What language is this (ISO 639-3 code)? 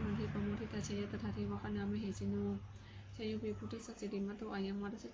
pli